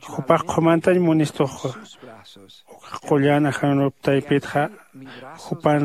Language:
Aymara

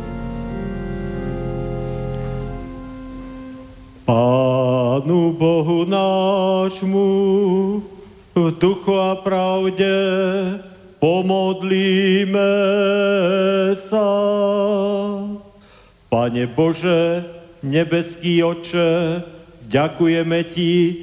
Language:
Slovak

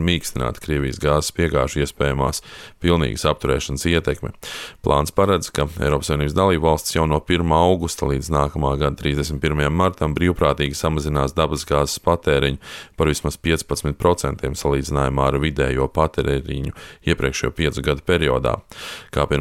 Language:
Latvian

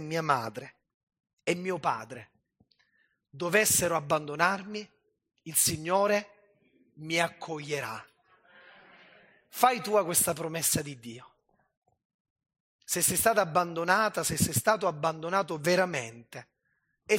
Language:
Italian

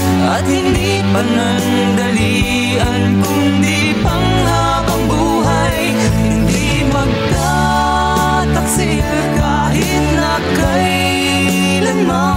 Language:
Filipino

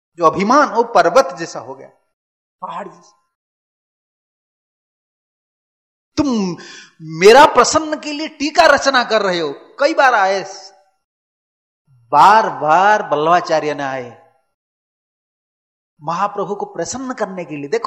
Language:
Hindi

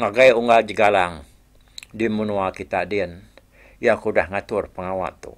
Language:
Iban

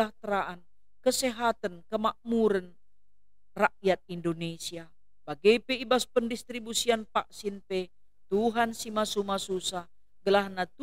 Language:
Batak Karo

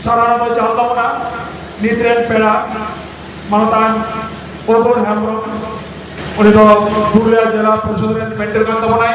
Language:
Santali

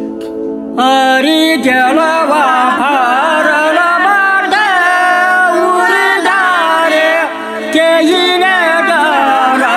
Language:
Bhojpuri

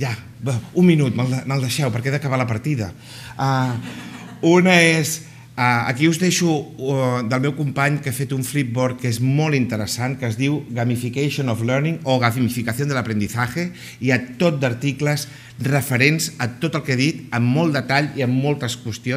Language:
Catalan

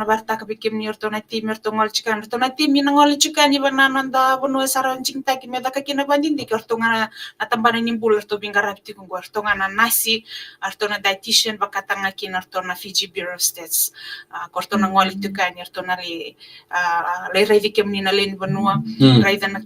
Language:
Fijian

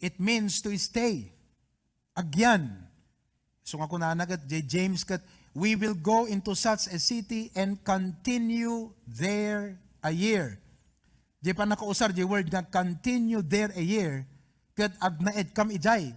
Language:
Iloko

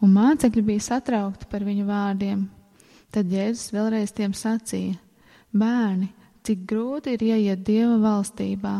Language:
Latvian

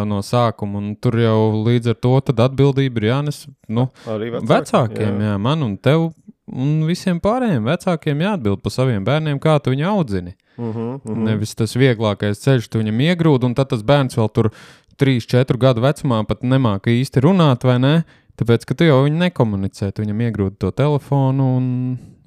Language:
Latvian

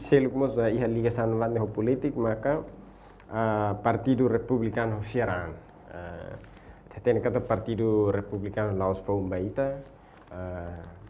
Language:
Tetum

